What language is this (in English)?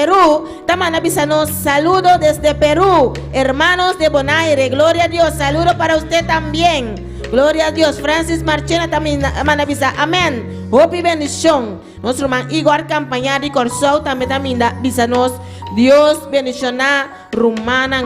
Papiamento